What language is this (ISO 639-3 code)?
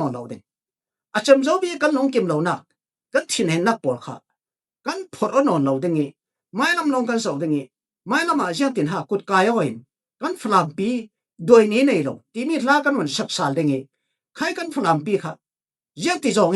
cfm